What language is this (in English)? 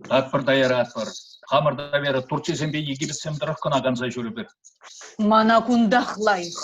Chuvash